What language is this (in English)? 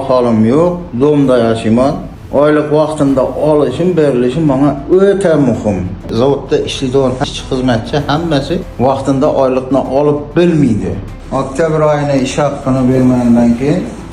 Uzbek